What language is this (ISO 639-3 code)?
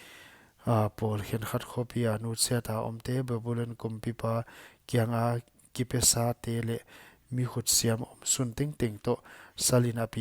pck